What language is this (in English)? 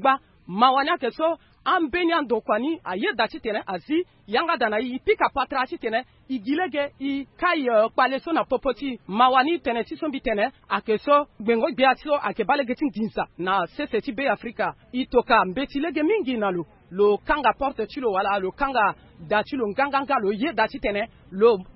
Sango